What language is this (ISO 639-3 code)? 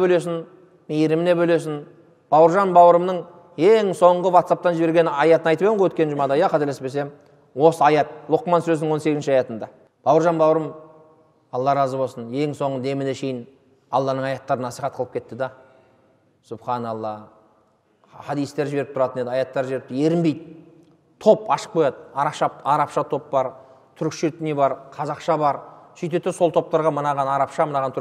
kaz